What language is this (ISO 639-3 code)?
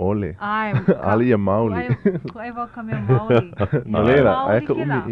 haw